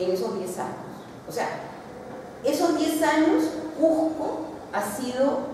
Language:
Spanish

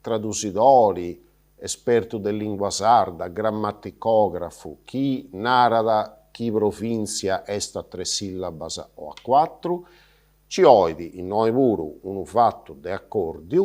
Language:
Sardinian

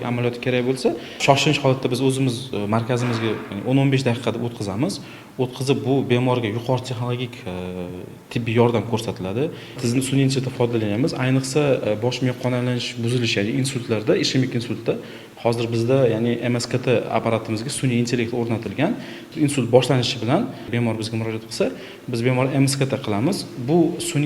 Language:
Uzbek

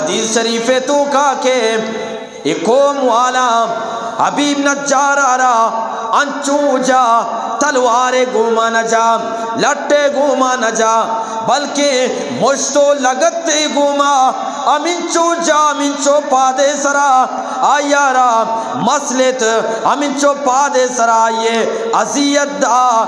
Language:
Eastern Balochi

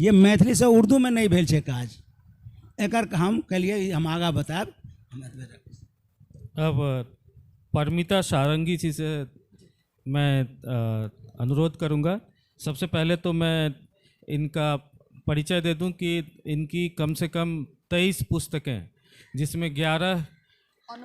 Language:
Maithili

